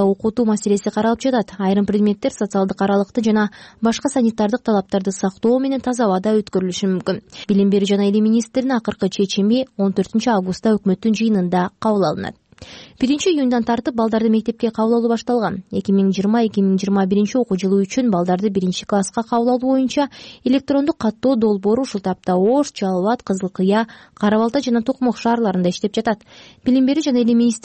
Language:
Kyrgyz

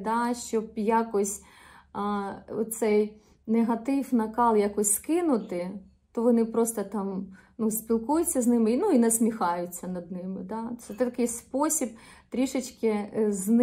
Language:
Ukrainian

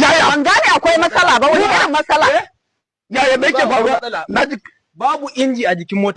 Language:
Hausa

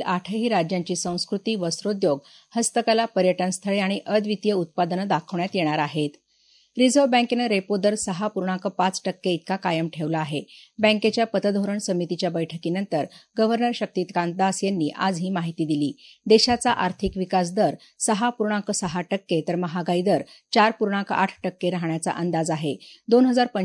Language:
Marathi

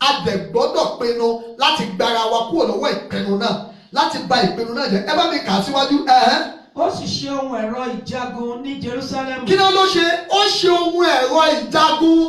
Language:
Yoruba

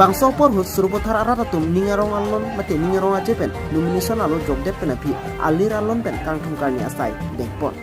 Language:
Karbi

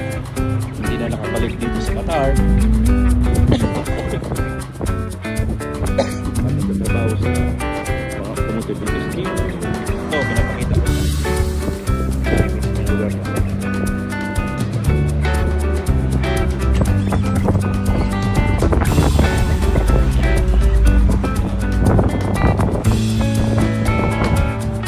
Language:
Filipino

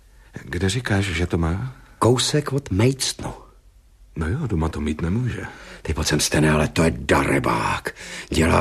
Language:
Czech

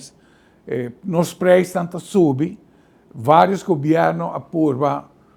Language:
Papiamento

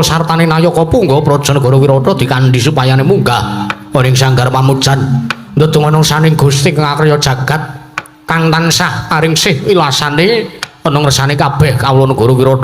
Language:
Javanese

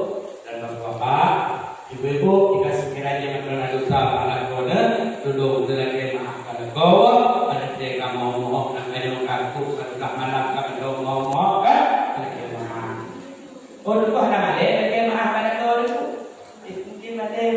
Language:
Achinese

